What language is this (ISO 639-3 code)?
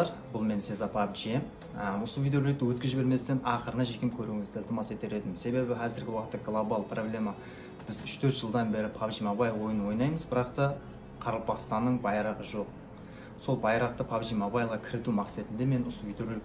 kaa